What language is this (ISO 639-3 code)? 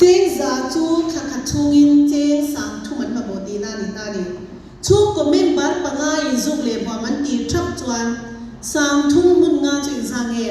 lus